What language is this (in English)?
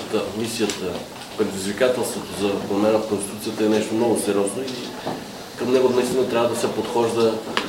Bulgarian